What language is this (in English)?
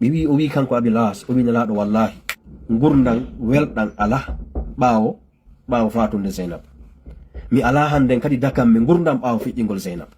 Fula